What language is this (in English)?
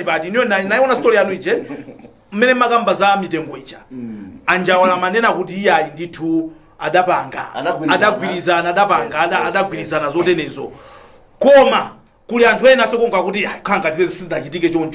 Nyanja